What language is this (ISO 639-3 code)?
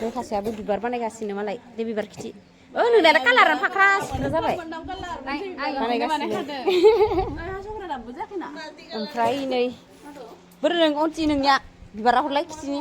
brx